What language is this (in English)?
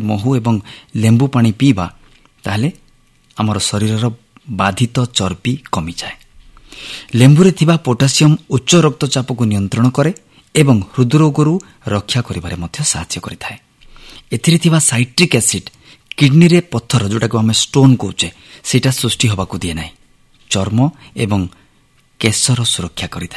Odia